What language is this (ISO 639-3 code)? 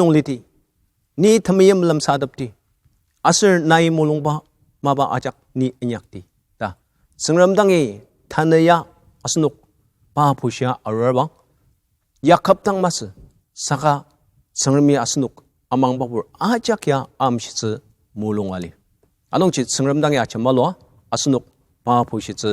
njo